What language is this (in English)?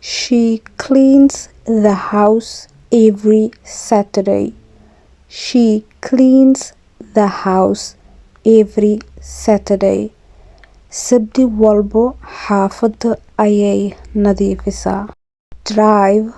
Somali